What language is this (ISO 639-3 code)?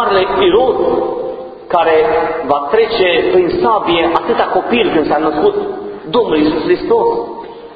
ron